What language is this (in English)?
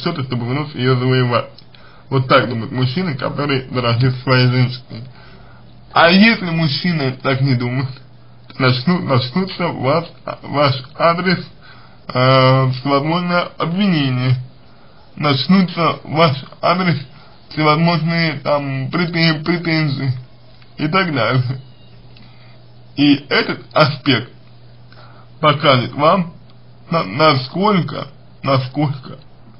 Russian